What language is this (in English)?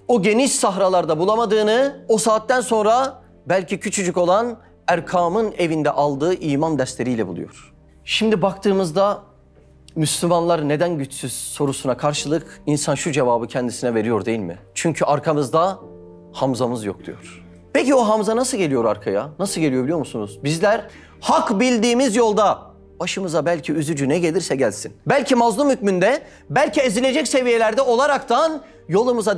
Turkish